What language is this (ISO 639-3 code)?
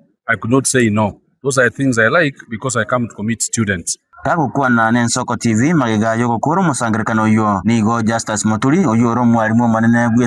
guz